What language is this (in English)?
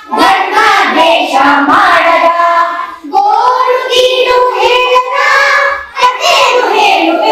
Kannada